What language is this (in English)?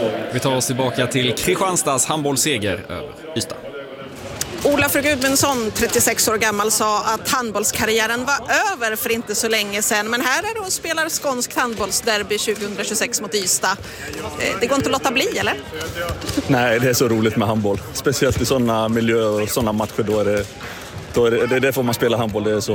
Swedish